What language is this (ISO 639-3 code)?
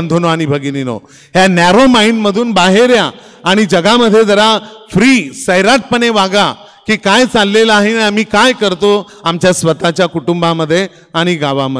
mar